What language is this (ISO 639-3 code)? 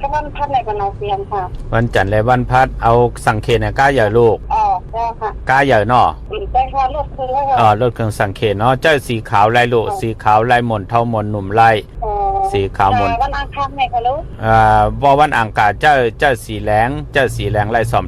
shn